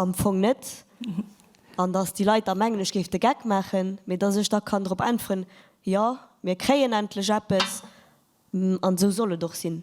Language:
Luxembourgish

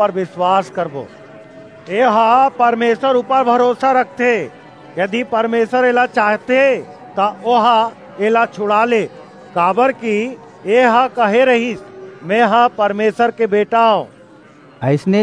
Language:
Chhattisgarhi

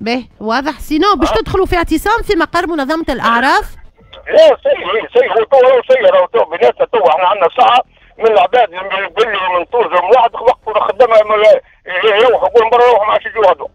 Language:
Tunisian Arabic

